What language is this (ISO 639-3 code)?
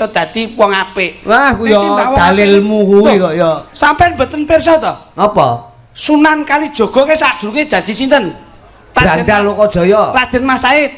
jav